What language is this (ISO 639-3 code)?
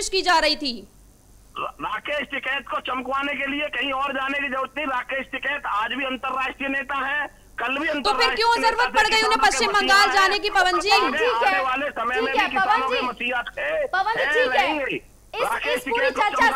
hin